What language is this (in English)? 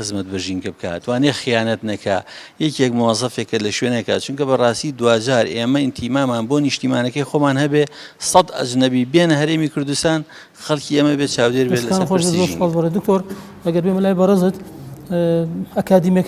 Central Kurdish